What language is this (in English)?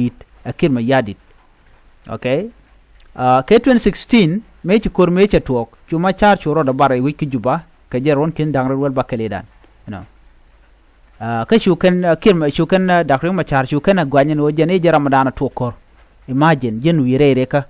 Nuer